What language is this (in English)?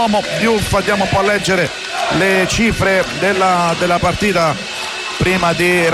Italian